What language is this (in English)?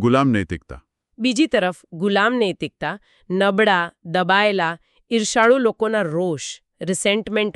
Gujarati